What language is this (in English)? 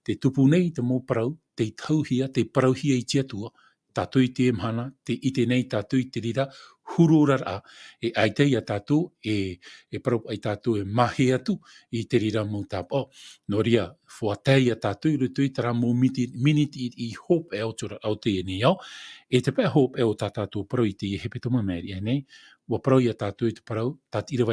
Tahitian